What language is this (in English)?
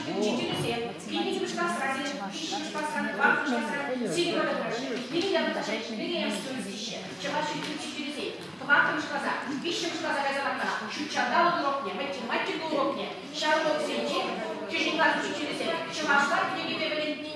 Chuvash